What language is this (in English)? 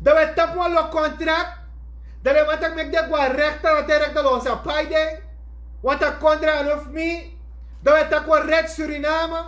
Sranan Tongo